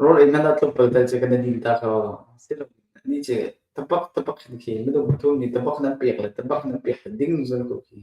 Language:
Hakha Chin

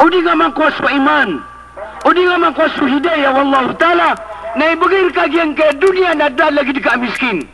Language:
Maranao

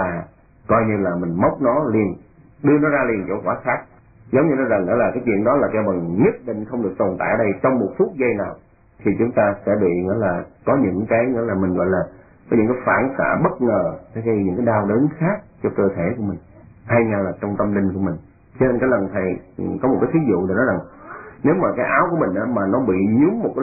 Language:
Vietnamese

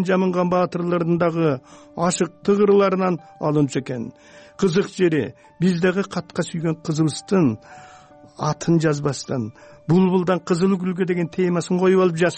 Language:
Kyrgyz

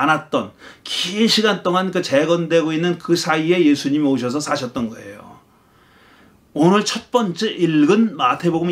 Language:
Korean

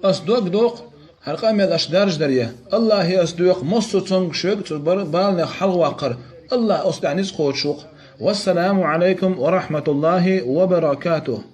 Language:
Chechen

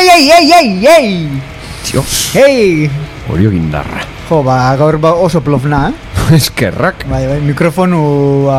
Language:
Basque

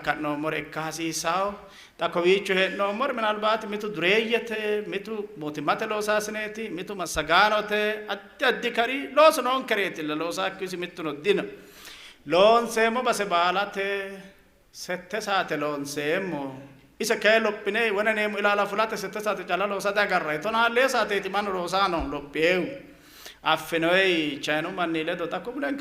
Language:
Sidamo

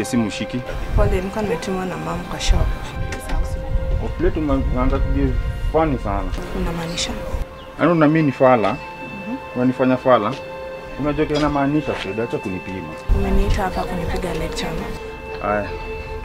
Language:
Swahili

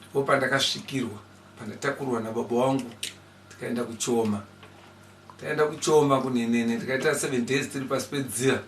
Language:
Shona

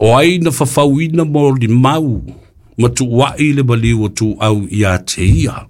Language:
Samoan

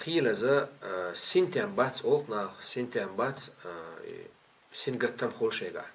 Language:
Chechen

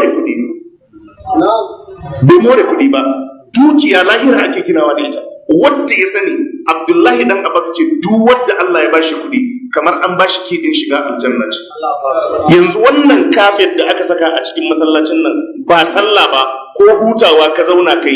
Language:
Hausa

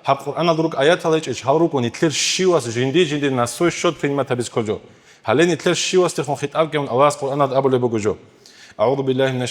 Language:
Avaric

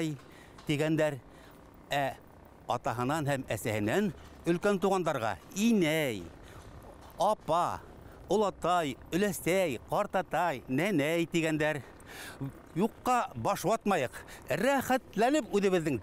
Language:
Bashkir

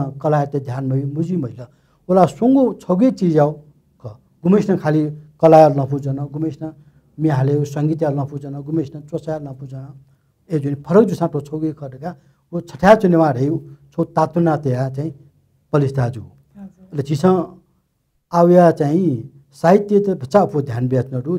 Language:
Newari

